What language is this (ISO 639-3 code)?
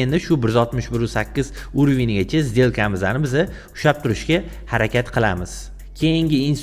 uzb